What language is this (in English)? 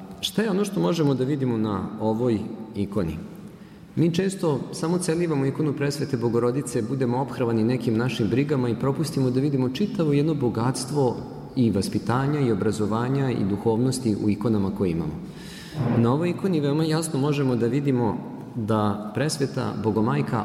Serbian